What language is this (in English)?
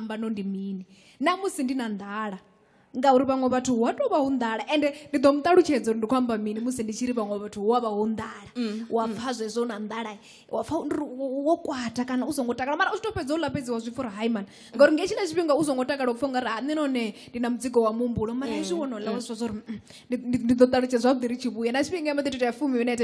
Venda